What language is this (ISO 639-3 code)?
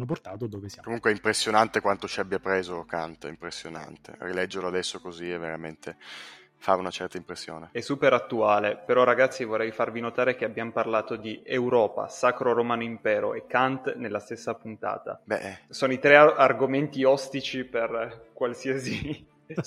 ita